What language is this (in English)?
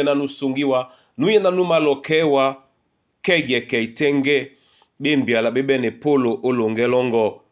Duala